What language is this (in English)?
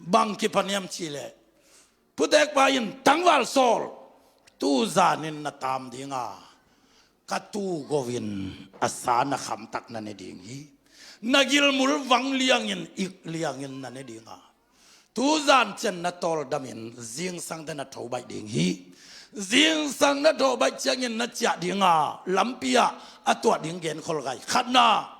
Tedim Chin